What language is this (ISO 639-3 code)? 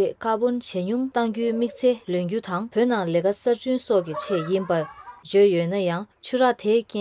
bod